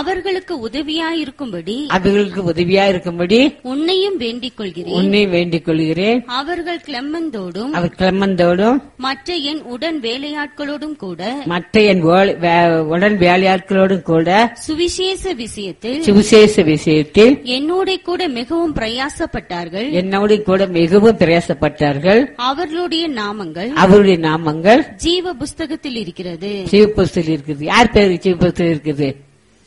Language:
Tamil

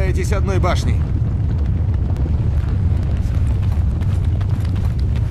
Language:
Russian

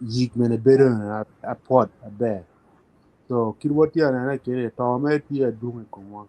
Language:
Acoli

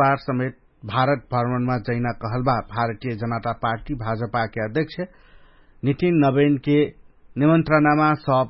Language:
Dangaura Tharu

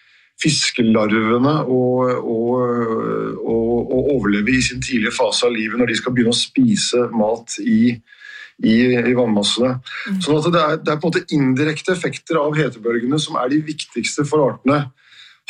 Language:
Norwegian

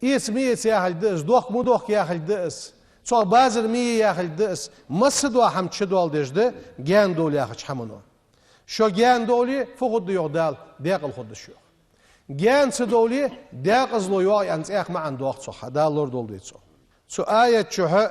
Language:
Ingush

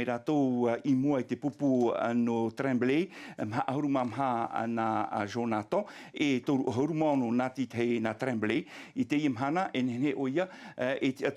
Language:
Tahitian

